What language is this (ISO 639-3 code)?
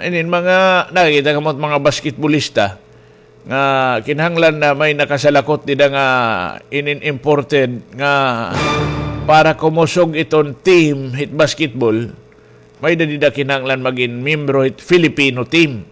war